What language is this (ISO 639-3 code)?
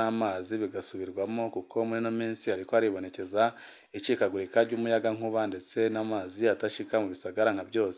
run